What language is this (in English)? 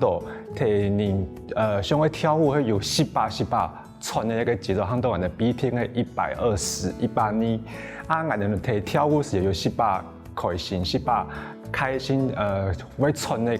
Hakka Chinese